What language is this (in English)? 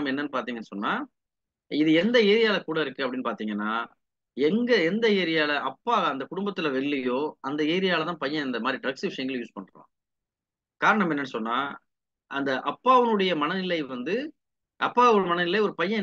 Tamil